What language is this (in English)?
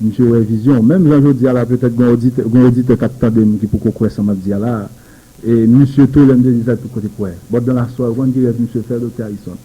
Haitian Creole